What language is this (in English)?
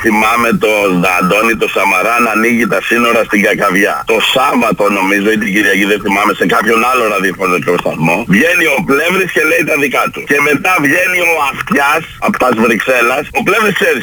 Greek